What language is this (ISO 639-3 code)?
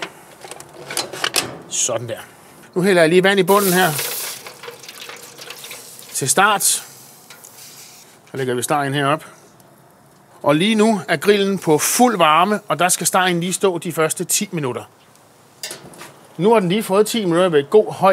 dan